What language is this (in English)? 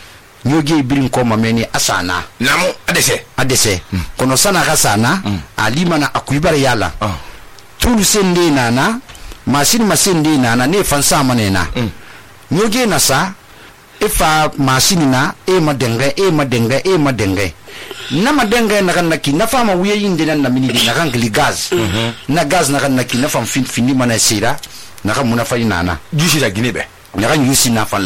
Susu